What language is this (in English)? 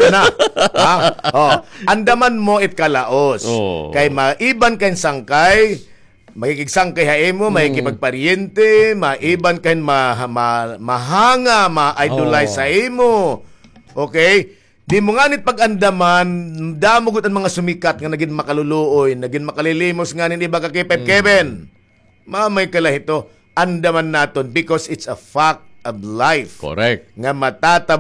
Waray